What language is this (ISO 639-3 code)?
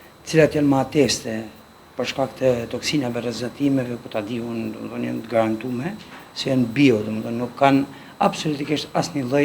sqi